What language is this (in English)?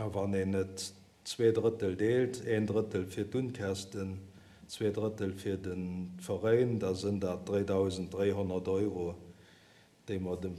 Luxembourgish